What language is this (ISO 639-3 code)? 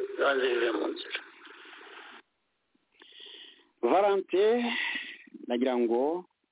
kin